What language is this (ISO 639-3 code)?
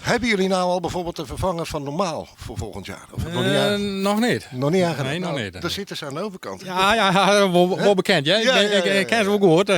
fry